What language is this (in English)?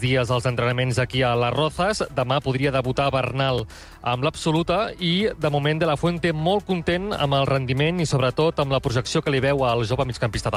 Catalan